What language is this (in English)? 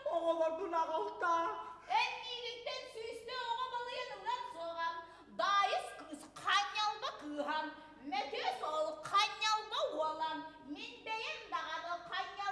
Yakut